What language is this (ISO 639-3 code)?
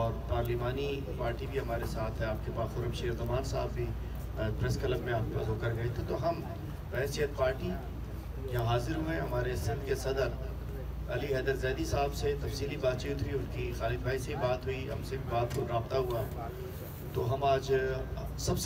urd